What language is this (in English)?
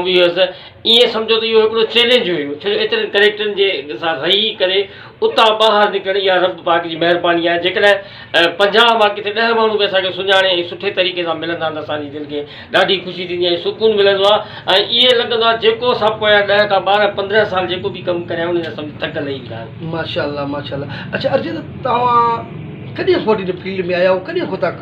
Sindhi